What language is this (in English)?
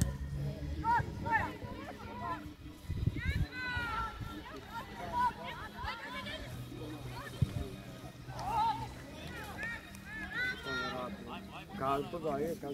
Croatian